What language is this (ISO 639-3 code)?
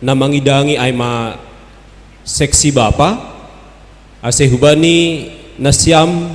bts